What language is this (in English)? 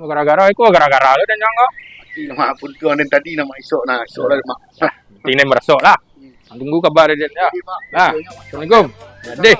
Minangkabau